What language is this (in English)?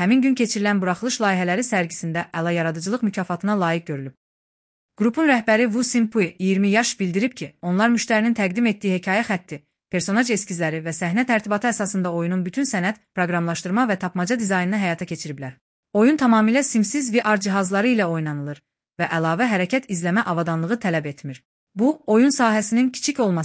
Azerbaijani